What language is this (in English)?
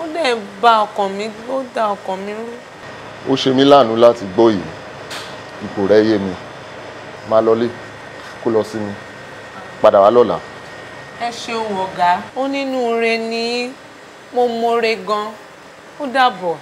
Yoruba